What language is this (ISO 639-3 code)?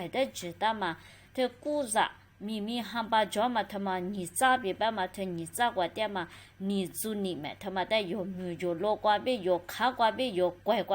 lis